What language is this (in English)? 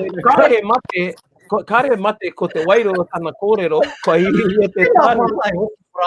Māori